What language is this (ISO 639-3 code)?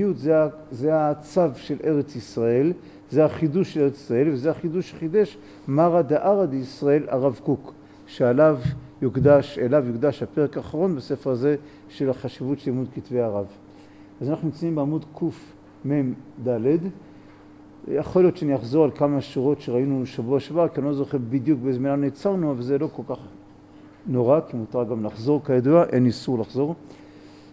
heb